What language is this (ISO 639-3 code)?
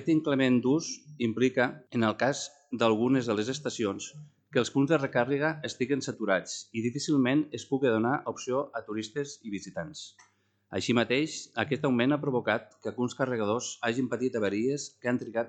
cat